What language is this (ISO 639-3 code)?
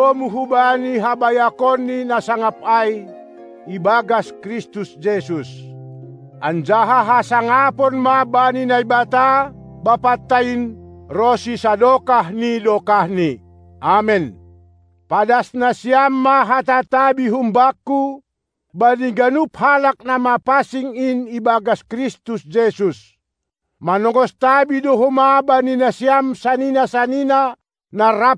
bts